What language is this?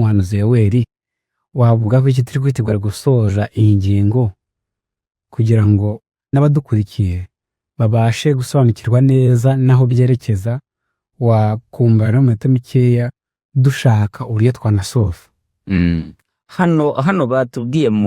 Kinyarwanda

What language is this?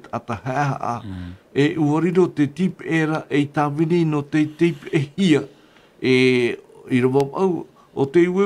Tahitian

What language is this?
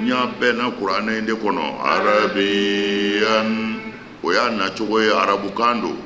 Bambara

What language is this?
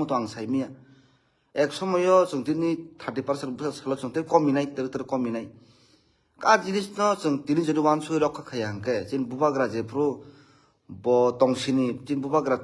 Kok Borok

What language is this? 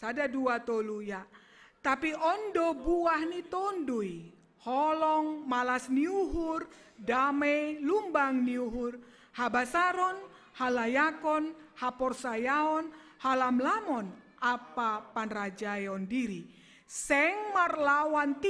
Batak Simalungun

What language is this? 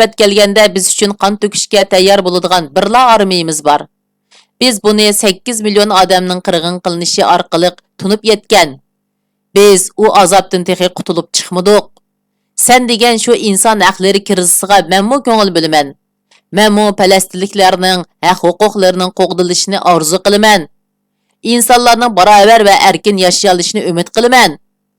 Uyghur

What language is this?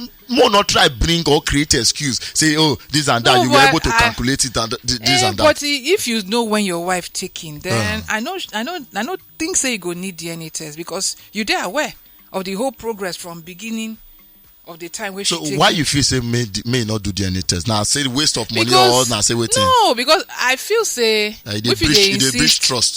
Nigerian Pidgin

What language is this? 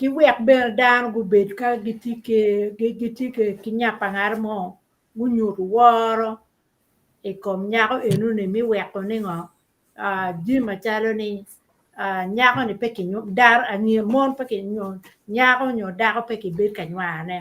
Acoli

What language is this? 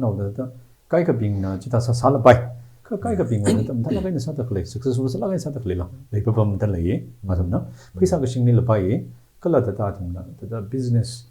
Tangkhul Naga (India)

